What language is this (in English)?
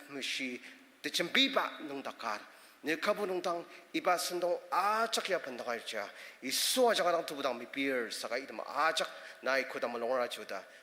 Ao Naga